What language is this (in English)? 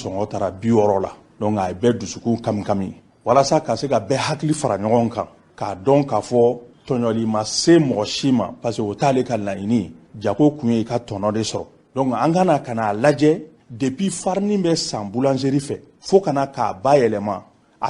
Bambara